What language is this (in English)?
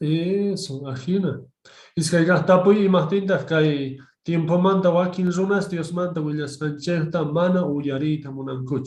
Quechua